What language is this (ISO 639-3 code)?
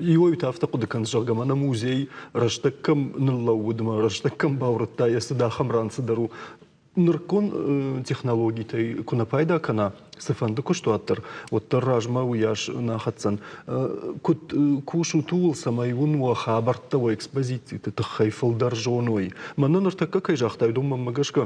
oss